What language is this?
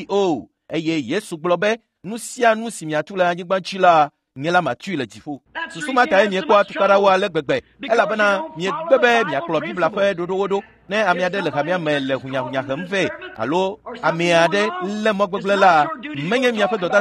Ewe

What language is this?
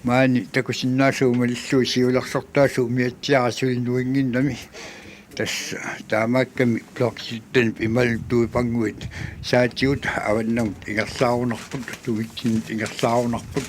Kalaallisut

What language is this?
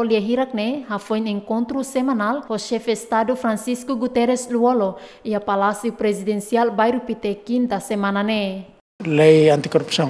Tetum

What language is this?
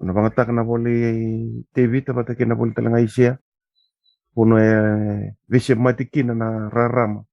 Fijian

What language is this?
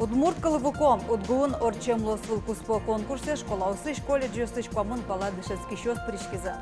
Udmurt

